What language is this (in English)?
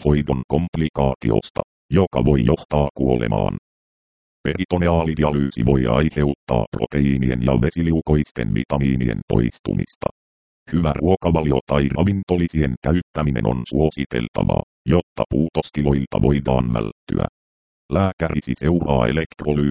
Finnish